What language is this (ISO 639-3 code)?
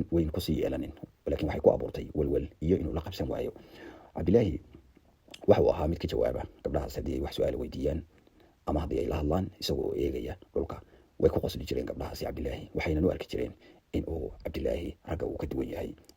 som